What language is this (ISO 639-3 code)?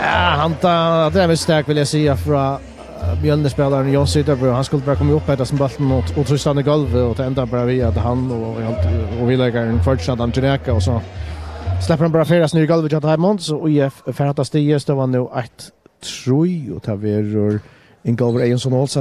fao